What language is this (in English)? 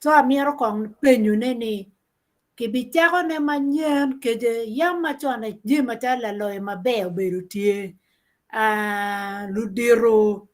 Acoli